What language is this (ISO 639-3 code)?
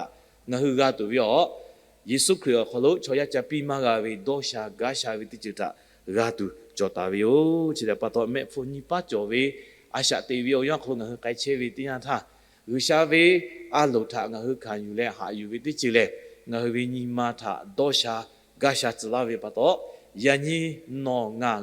lhu